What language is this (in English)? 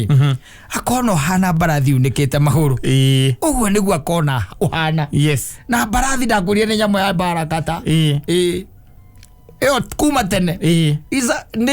Kikuyu